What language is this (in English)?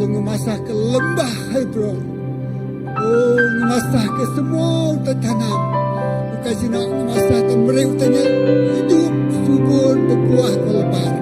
Iban